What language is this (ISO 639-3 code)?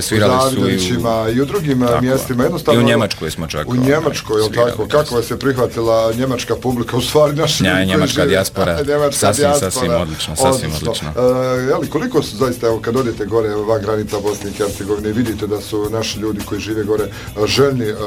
bos